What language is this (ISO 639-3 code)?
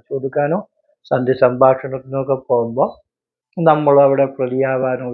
mal